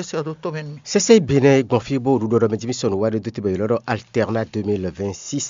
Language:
Fon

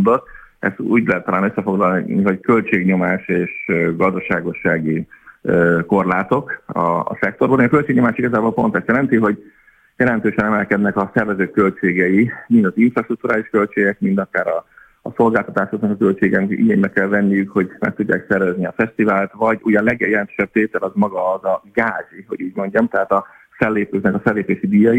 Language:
Hungarian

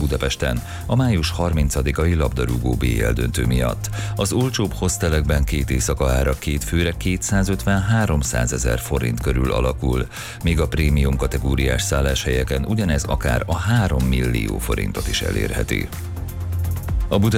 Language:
Hungarian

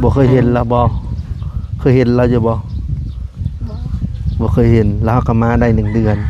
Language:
Lao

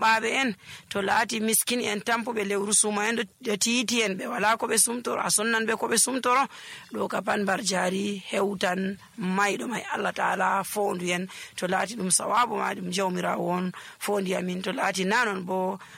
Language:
Nigerian Fulfulde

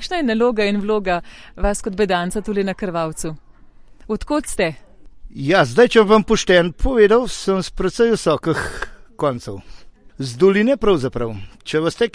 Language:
Slovenian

